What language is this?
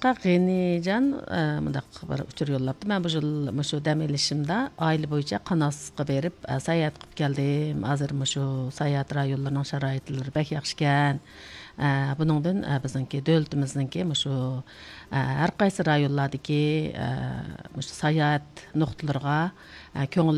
Uyghur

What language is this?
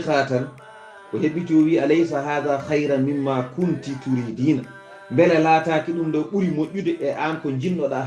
Fula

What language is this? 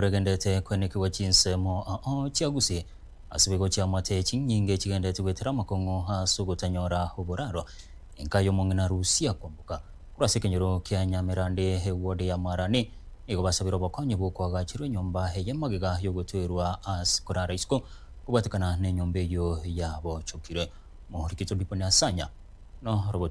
Gusii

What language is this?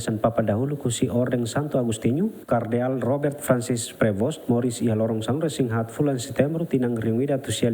Tetum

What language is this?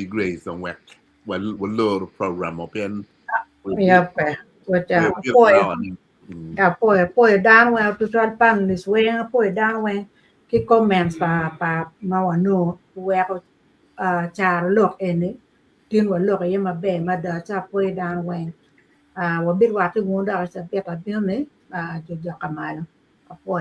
Acoli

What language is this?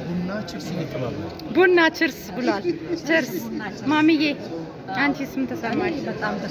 Amharic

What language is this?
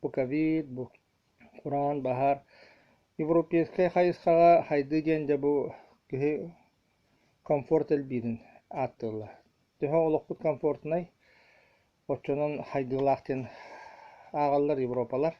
Yakut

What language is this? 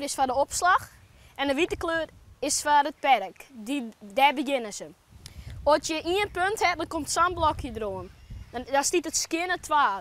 Western Frisian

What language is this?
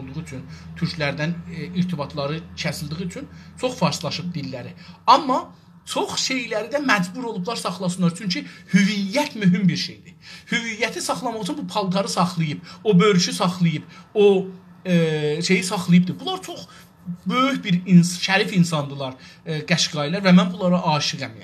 South Azerbaijani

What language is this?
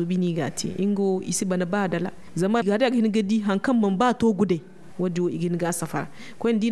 Zarma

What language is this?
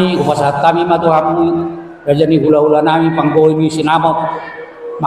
Batak Toba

